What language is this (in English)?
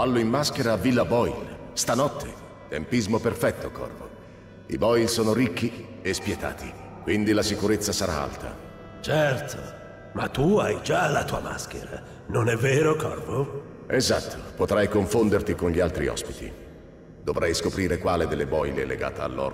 Italian